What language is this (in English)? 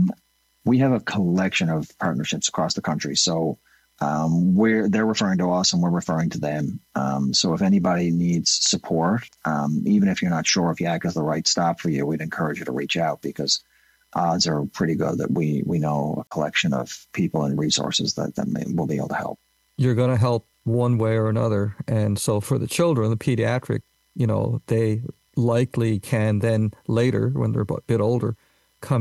English